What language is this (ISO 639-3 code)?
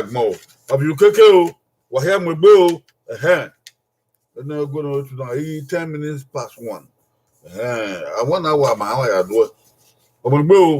bin